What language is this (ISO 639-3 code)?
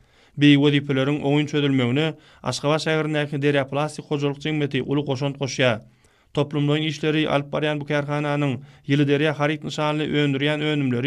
tuk